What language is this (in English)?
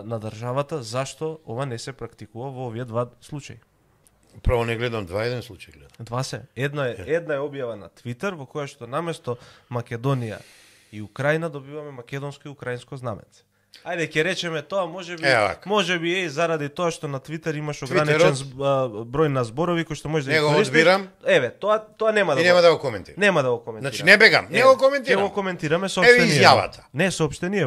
Macedonian